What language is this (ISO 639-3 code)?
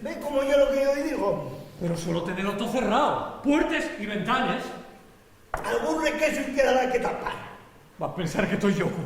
ast